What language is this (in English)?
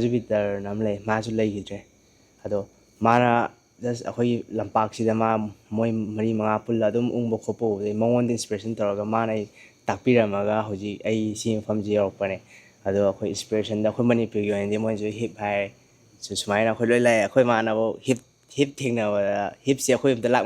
Manipuri